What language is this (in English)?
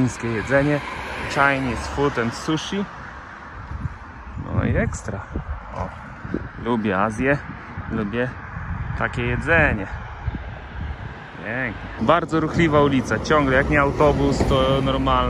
Polish